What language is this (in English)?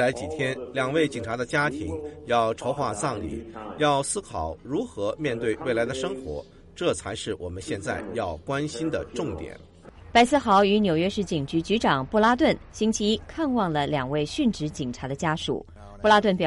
Chinese